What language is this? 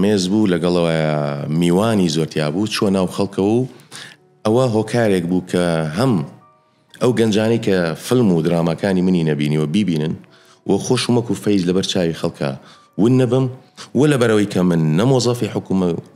Central Kurdish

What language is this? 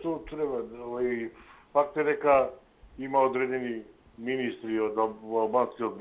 Macedonian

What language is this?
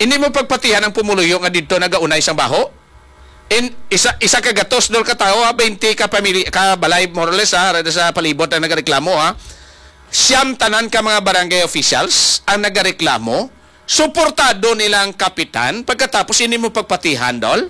Hiligaynon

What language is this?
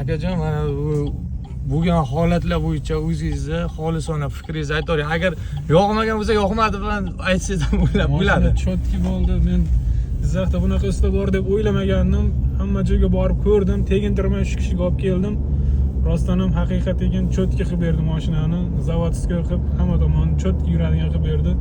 Uzbek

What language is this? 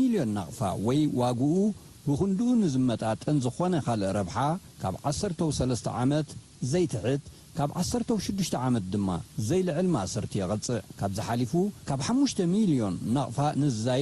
Tigrinya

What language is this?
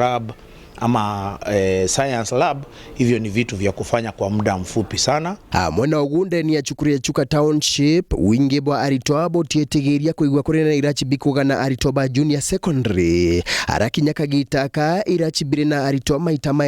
Meru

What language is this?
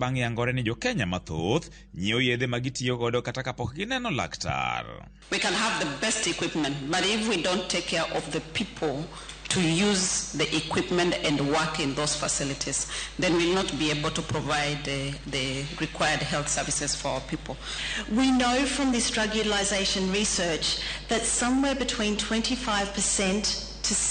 Luo (Kenya and Tanzania)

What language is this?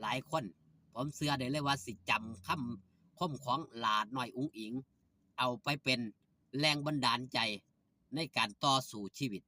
Lao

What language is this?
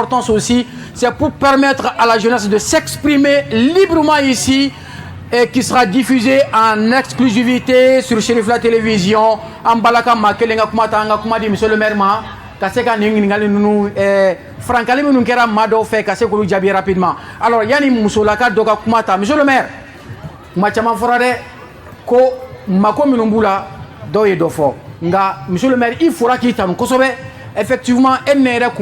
Bambara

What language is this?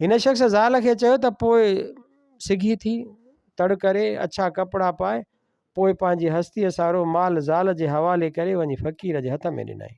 Sindhi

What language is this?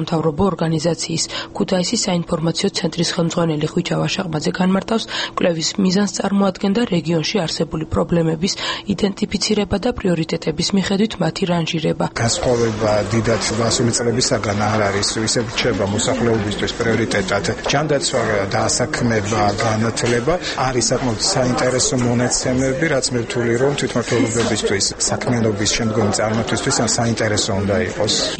Georgian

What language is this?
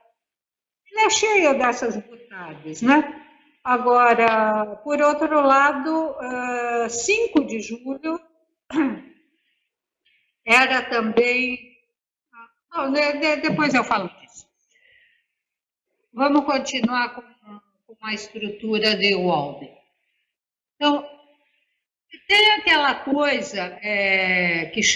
Portuguese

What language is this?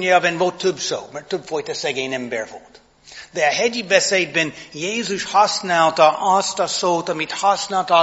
Hungarian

